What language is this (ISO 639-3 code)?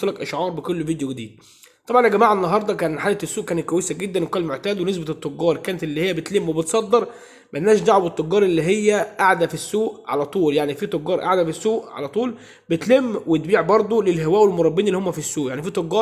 arz